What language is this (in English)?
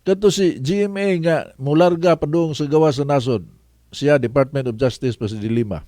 Cebuano